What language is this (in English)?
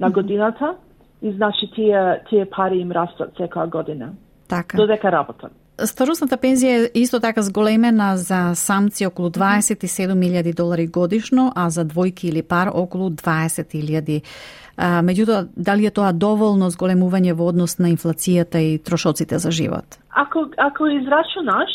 Macedonian